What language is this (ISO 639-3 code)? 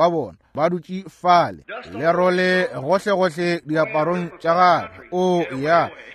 nso